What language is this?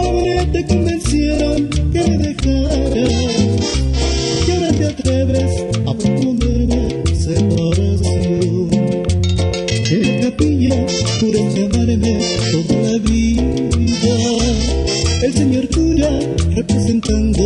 Spanish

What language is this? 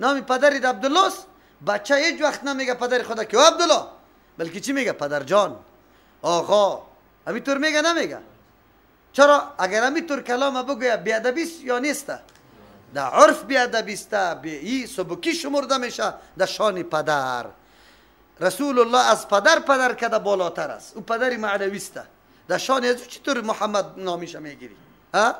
Persian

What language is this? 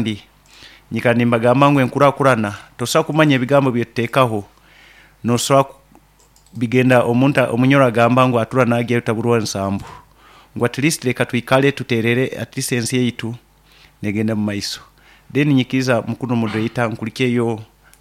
Nyoro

